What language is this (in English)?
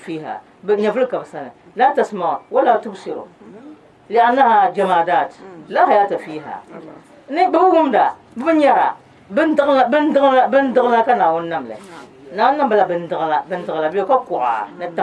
Dagbani